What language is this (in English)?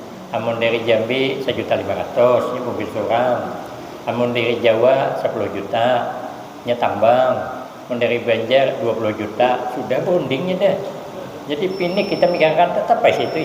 Banjar